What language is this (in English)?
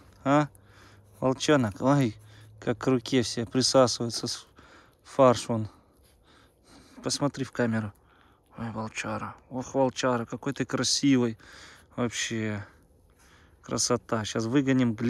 Russian